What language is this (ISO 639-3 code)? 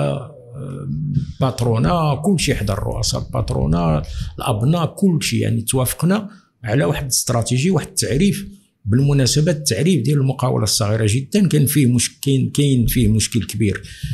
ary